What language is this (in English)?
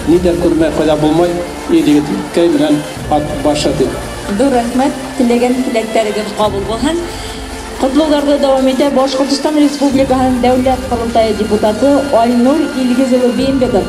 Bashkir